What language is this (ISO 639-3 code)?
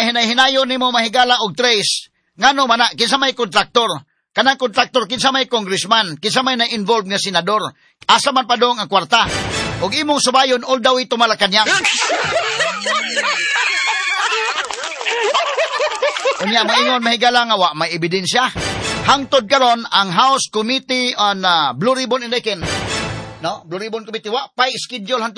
ceb